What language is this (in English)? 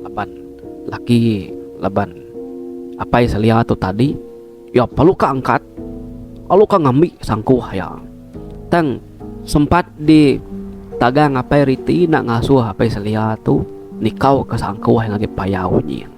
Iban